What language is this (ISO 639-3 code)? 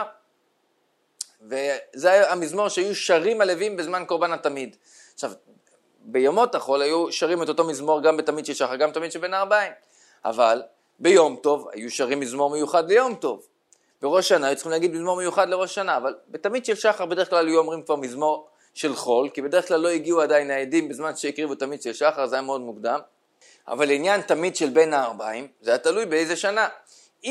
heb